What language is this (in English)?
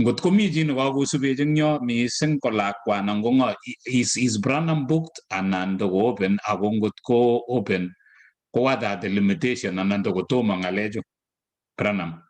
Kalenjin